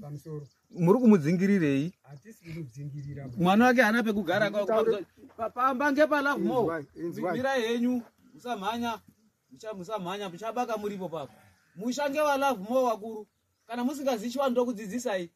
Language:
Shona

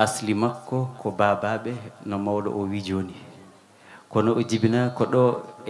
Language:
Fula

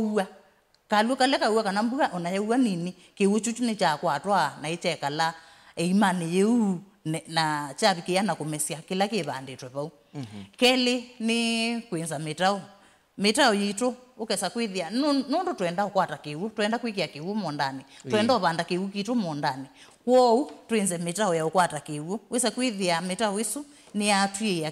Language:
Kamba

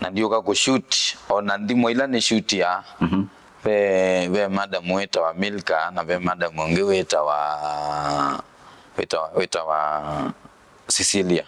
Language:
Kamba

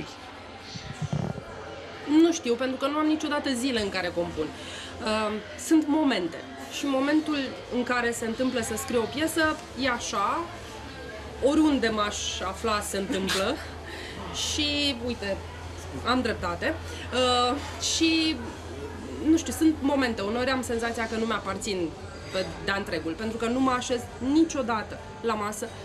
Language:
Romanian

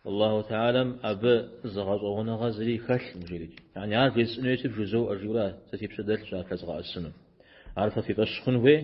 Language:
Kabardian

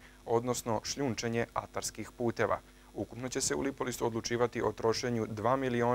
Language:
Serbian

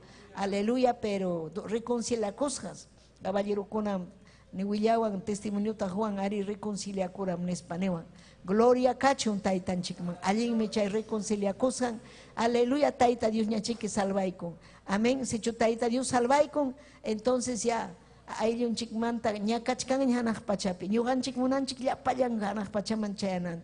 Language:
Ayacucho Quechua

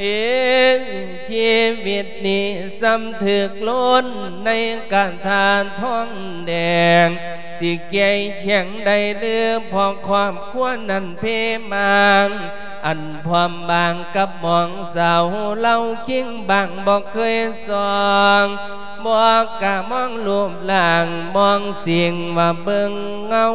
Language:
Lao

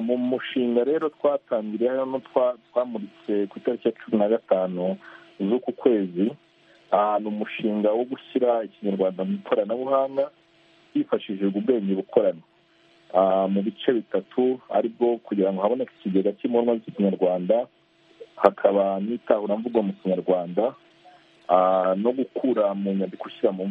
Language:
Kinyarwanda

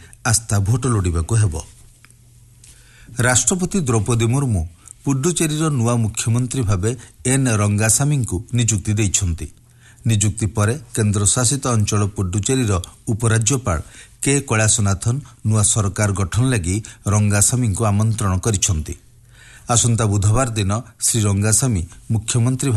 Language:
Odia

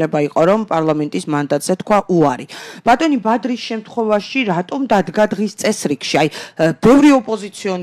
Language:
Georgian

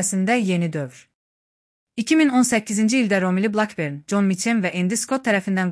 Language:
Azerbaijani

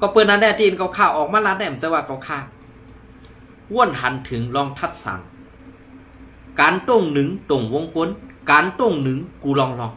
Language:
Shan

